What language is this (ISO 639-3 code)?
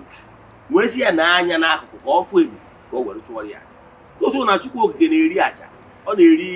ibo